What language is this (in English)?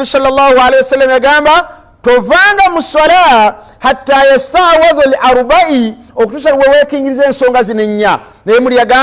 Ganda